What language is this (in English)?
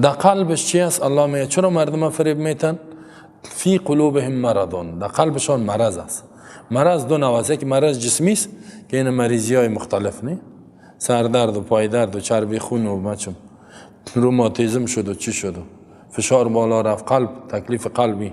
Persian